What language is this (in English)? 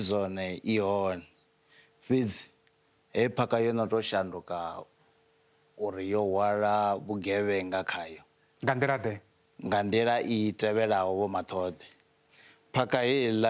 Venda